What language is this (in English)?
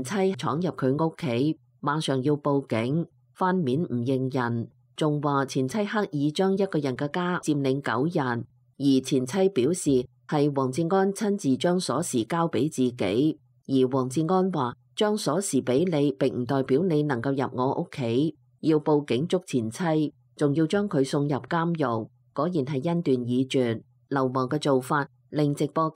Cantonese